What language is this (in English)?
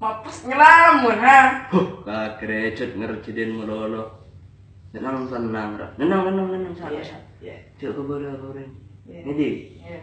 Madurese